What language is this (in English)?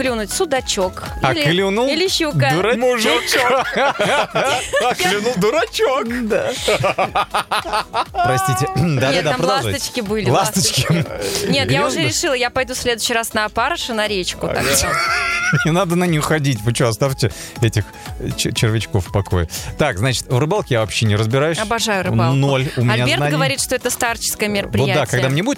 Russian